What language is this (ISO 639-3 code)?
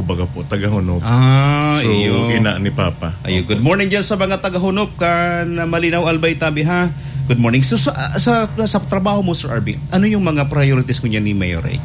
bik